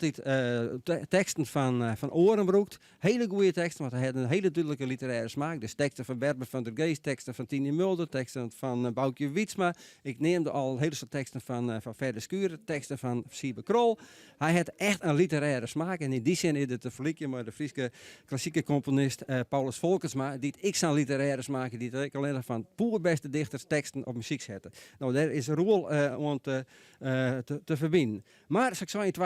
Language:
Western Frisian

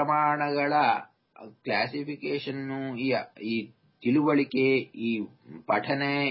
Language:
Kannada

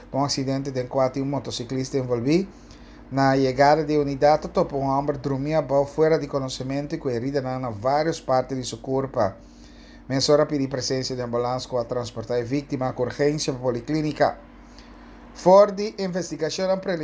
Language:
Papiamento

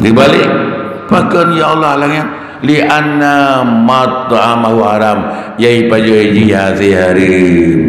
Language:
Achinese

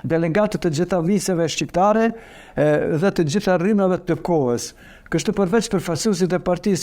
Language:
Albanian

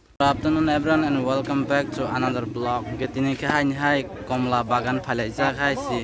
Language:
Kok Borok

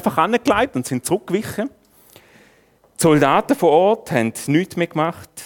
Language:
German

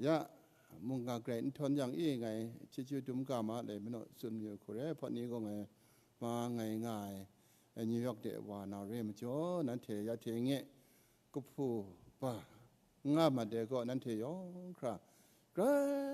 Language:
Kachin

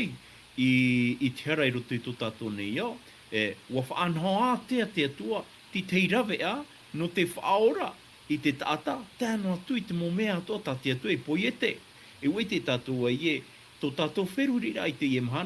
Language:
Tahitian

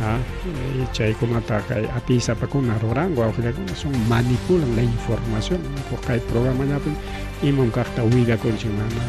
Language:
Ayacucho Quechua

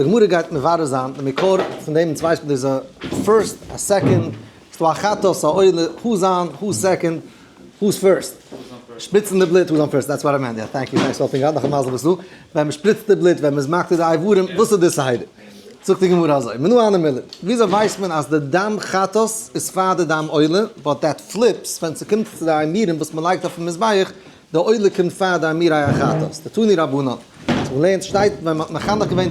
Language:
Yiddish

